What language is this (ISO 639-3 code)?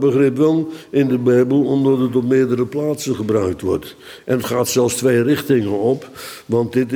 nld